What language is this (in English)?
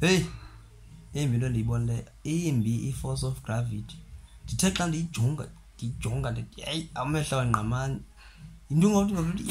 Xhosa